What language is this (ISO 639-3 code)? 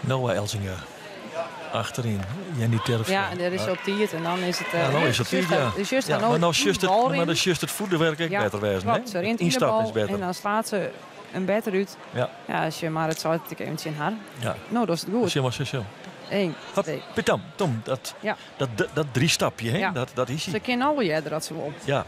fry